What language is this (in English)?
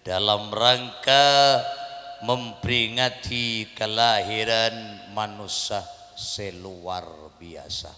Madurese